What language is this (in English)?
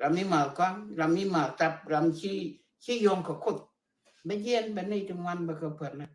Nuer